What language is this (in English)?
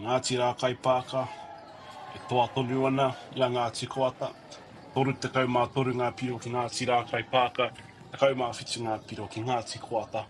Māori